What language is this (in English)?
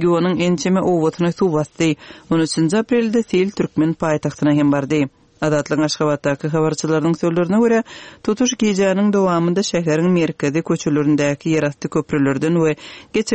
Turkmen